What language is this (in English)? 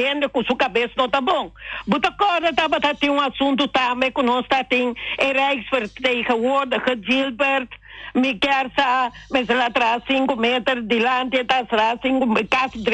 Papiamento